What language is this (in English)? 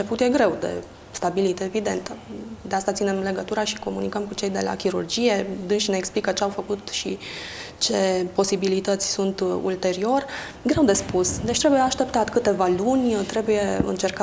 Romanian